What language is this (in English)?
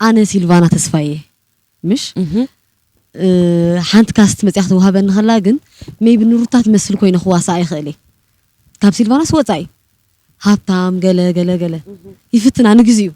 Tigrinya